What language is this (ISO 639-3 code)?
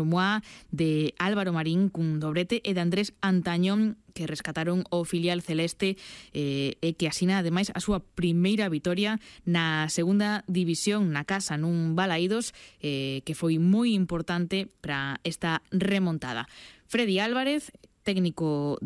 glg